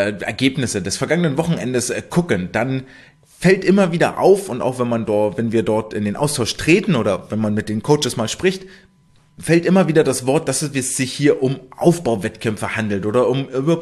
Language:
German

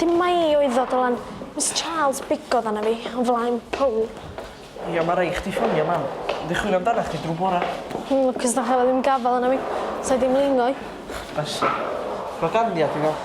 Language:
Welsh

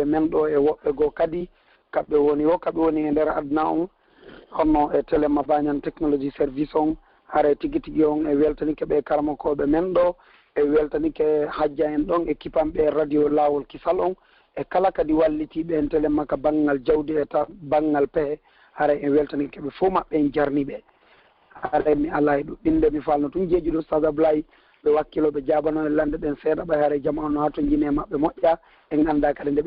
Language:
Pular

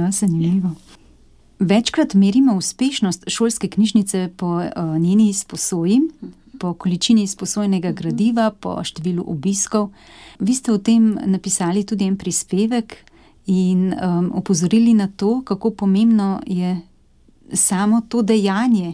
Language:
Slovenian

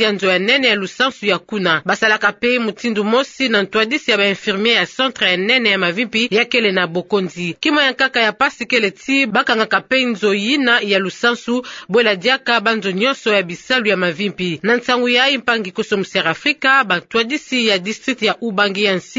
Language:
Kituba (Democratic Republic of Congo)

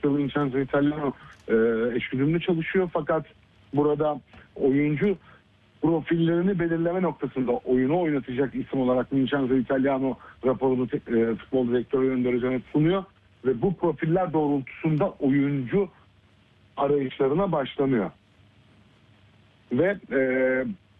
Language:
Turkish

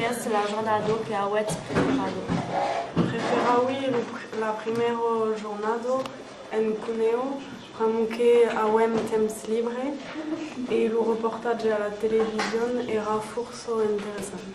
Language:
Occitan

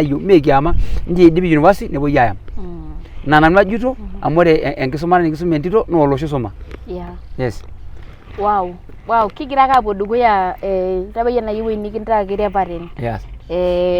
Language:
Masai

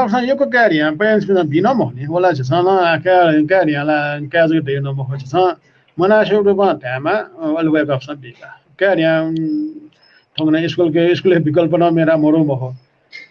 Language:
Newari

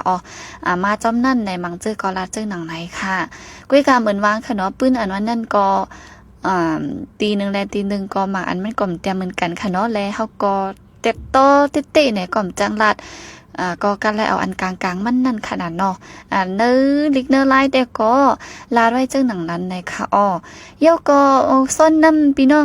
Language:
Shan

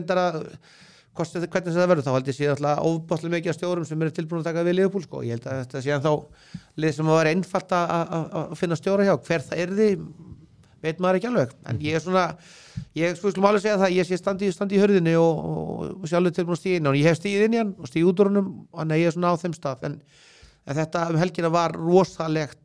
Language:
Icelandic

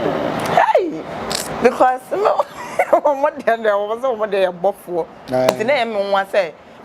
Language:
Akan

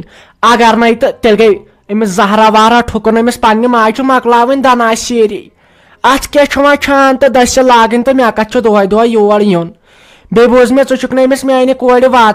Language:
Kashmiri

